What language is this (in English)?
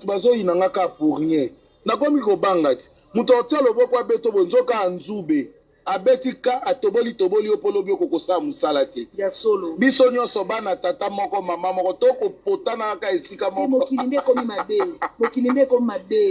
Lingala